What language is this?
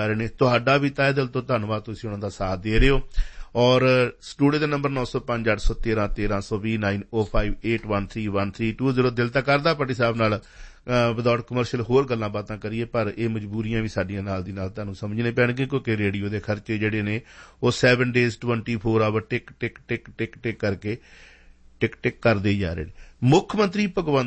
Punjabi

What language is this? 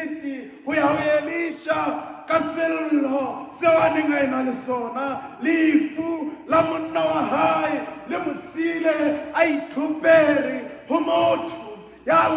Southern Sotho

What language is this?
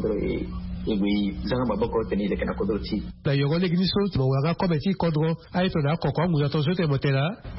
Sango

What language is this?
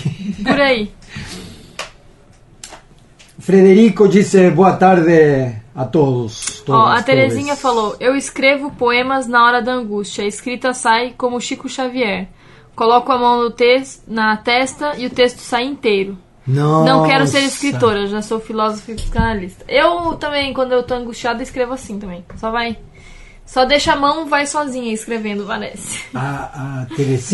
Portuguese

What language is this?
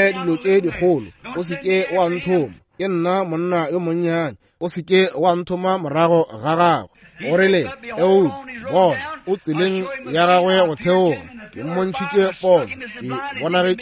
Northern Sotho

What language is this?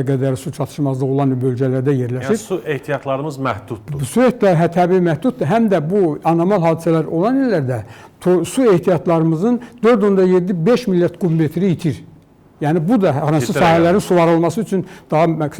Azerbaijani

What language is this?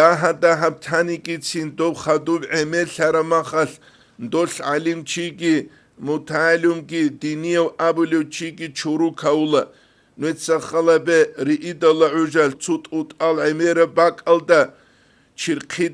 Avaric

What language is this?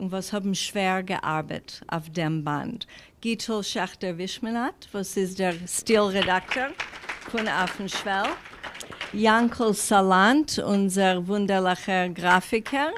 Yiddish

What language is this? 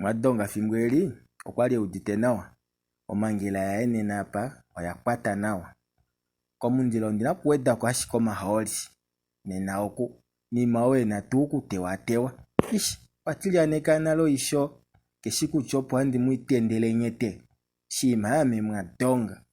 Kuanyama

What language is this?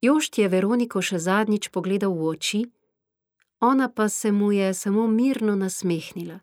Slovenian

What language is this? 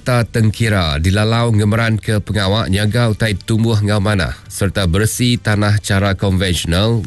Iban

